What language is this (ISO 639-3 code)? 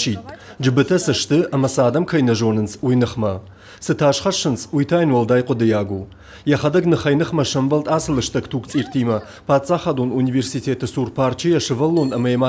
oss